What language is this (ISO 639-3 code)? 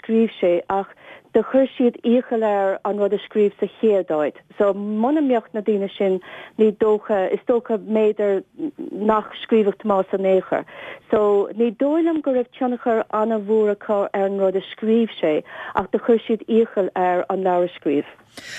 gle